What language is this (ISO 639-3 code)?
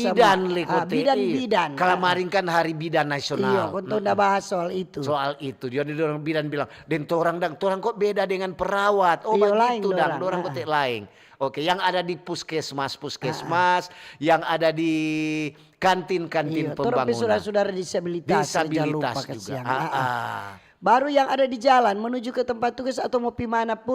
xmm